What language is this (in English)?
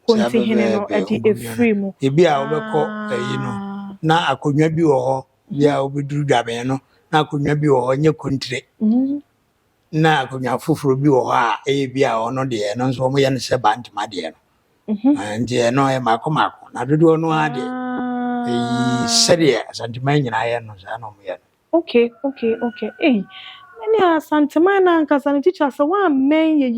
Akan